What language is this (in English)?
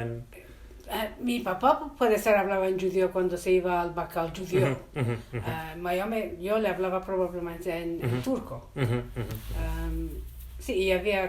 Ladino